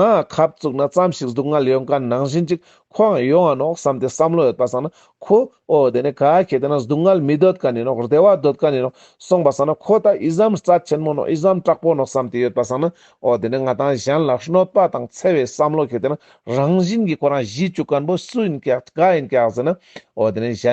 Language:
Ladakhi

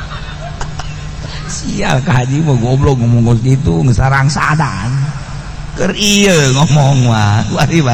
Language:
Sundanese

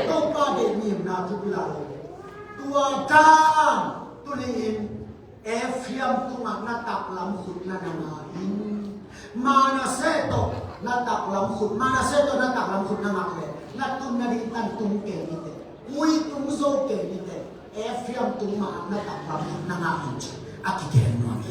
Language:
Tedim Chin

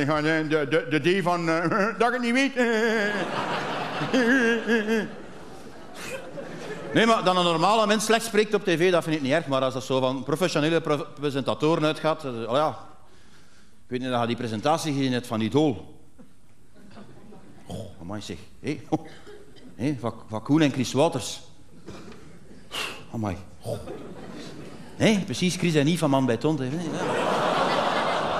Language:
Dutch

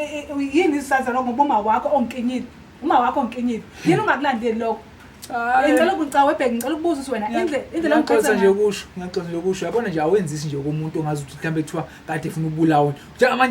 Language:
Zulu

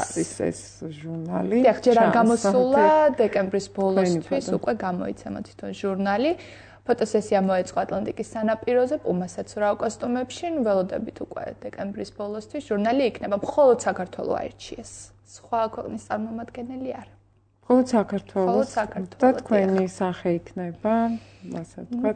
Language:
Georgian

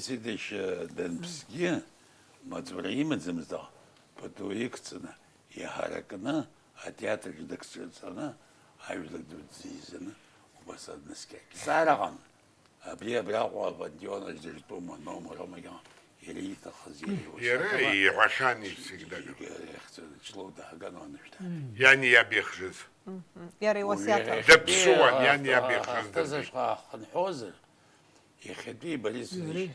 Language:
Abkhazian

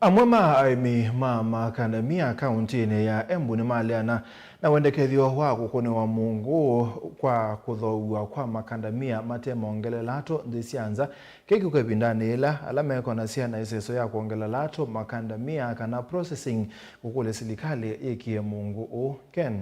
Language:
Kamba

